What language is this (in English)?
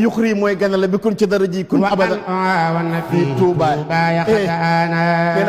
Wolof